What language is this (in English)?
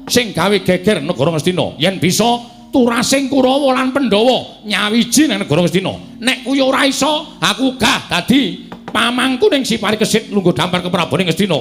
Javanese